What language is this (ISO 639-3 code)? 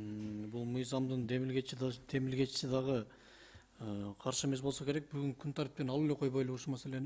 kir